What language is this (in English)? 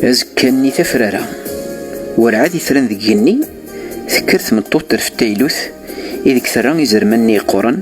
Kabyle